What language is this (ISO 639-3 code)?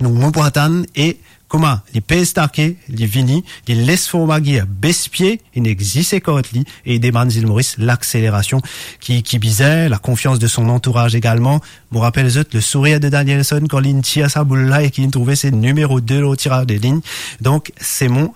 mfe